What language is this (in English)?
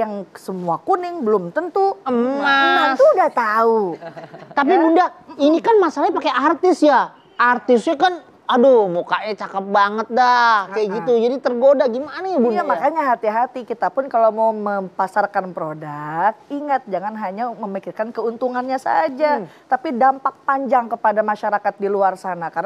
Indonesian